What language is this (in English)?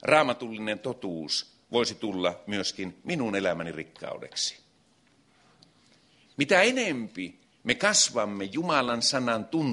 Finnish